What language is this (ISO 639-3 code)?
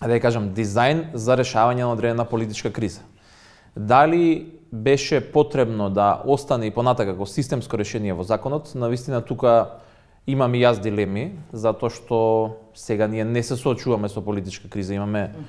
mkd